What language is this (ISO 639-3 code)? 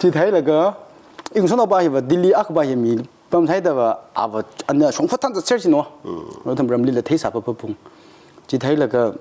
nmf